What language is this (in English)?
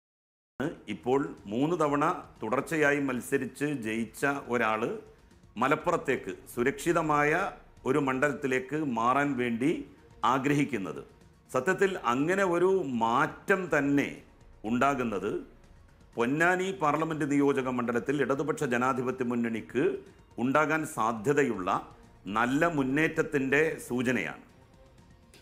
Malayalam